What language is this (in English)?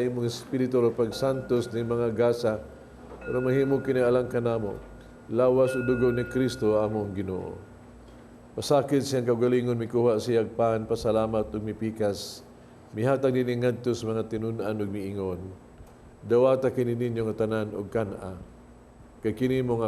Cebuano